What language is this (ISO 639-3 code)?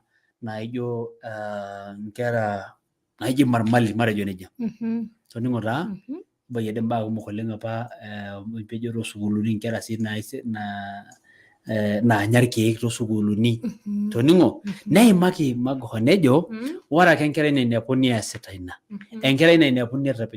mas